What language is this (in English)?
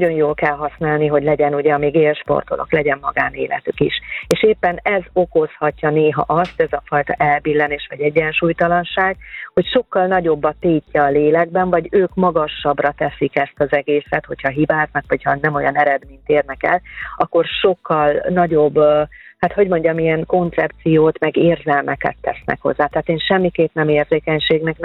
Hungarian